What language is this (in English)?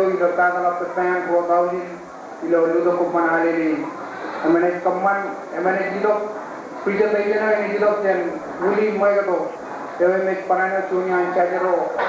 Marshallese